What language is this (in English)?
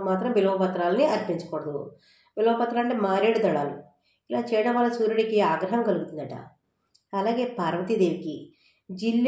Telugu